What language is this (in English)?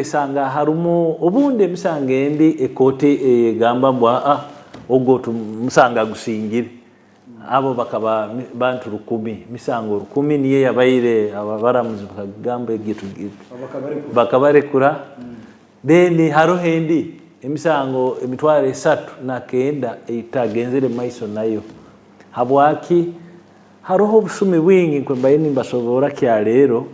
Nyankole